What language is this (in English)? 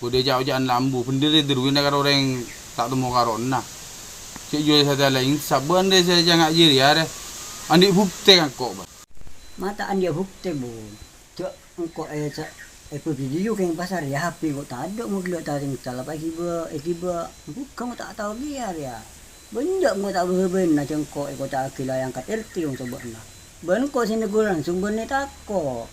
Madurese